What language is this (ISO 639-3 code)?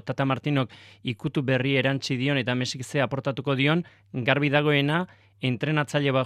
eus